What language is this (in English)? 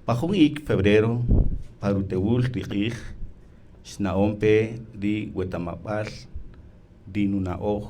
Kaqchikel